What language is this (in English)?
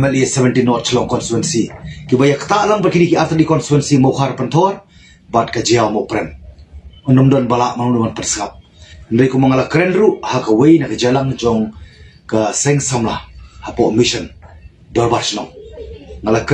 Khasi